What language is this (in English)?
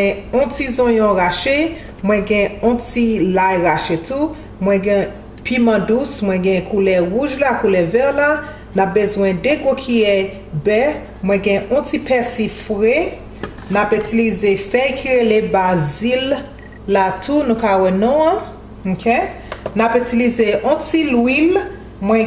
Haitian Creole